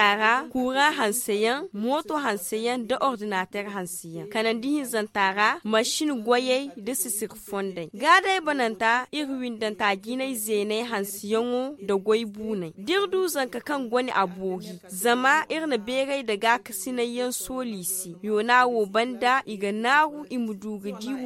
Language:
Zarma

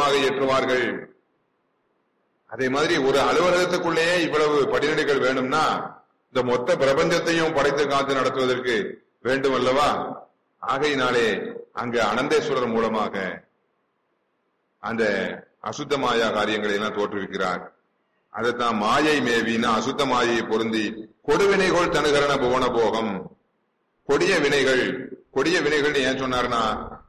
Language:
Tamil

